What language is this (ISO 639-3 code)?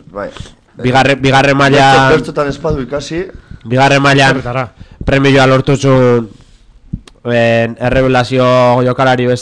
eus